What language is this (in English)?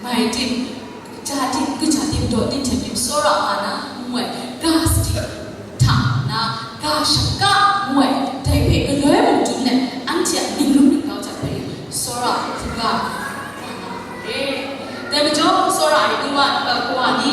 Kachin